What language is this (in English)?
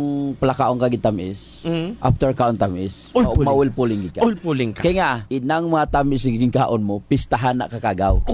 Hiligaynon